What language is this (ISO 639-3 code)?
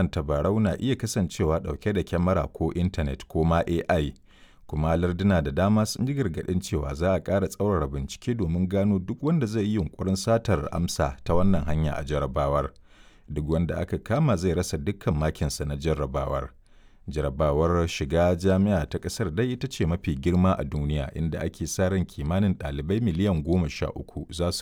hau